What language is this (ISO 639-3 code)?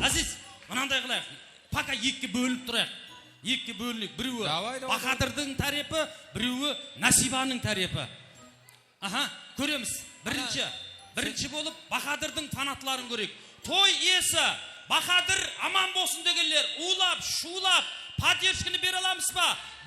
kaa